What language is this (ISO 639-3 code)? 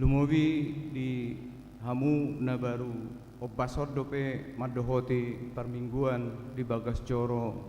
bbc